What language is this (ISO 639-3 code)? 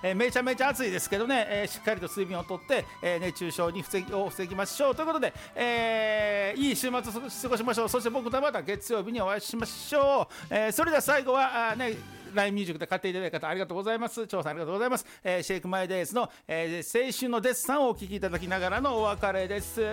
jpn